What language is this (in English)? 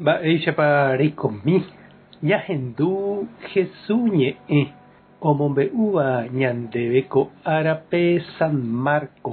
Guarani